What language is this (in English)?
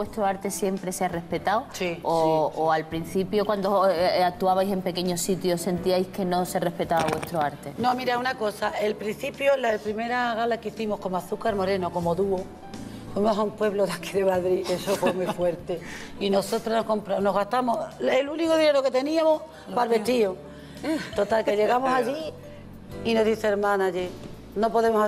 Spanish